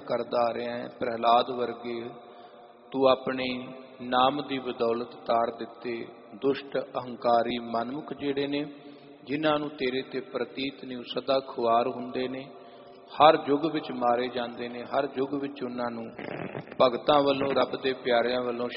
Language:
Punjabi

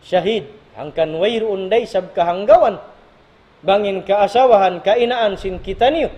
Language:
Tausug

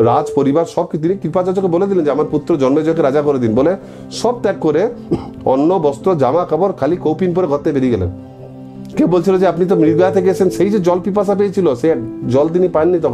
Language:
Bangla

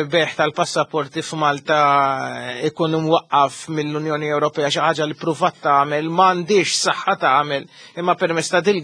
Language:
Maltese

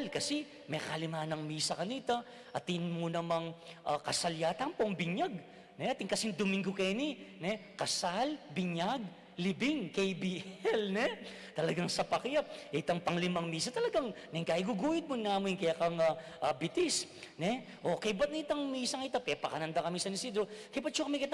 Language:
Pampanga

